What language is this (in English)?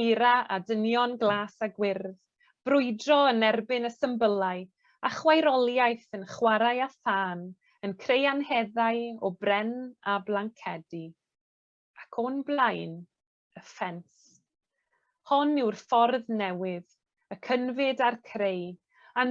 Welsh